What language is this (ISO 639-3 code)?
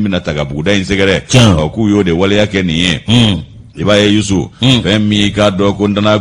bam